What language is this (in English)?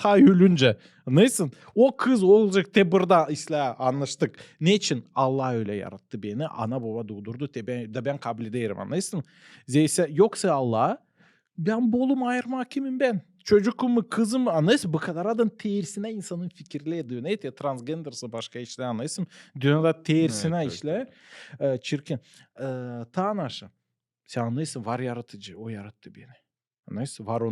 Gagauz